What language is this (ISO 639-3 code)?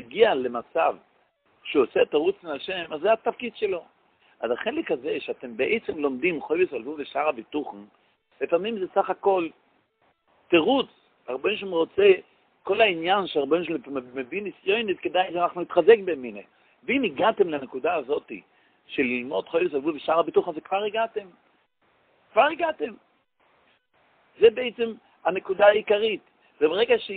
heb